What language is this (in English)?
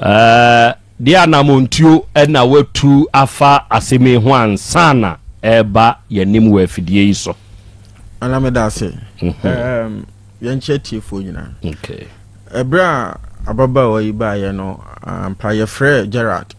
Akan